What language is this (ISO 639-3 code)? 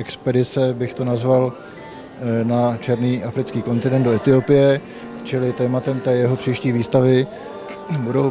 ces